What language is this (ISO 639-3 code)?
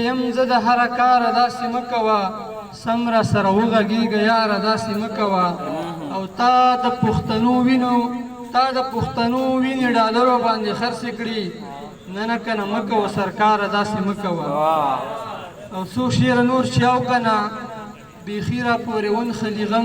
pus